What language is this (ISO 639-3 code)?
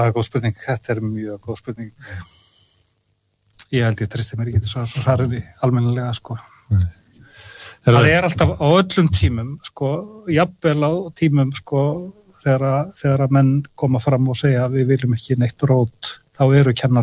isl